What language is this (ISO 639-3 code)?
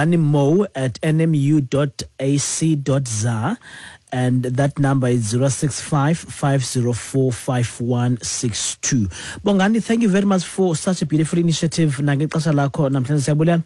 xho